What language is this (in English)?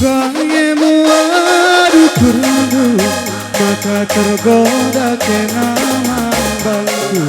Batak Karo